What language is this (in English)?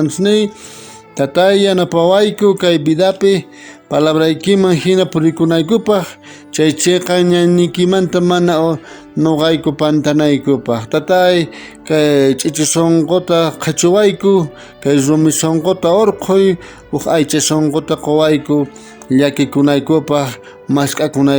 South Bolivian Quechua